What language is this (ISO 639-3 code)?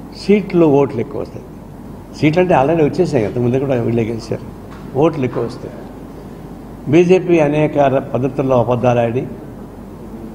tel